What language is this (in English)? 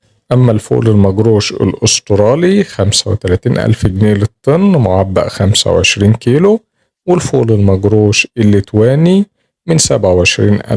Egyptian Arabic